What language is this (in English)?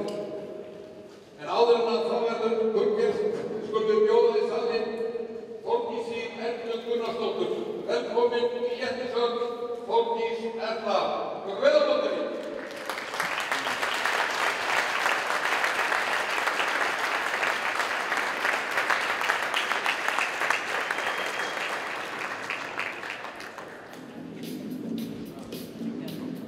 Icelandic